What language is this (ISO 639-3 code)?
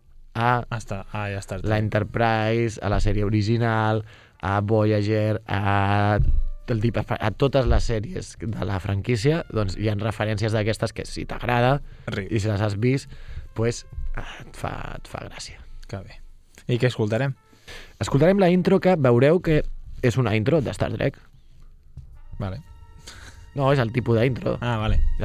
cat